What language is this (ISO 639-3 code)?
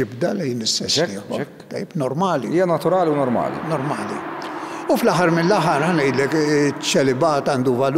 mlt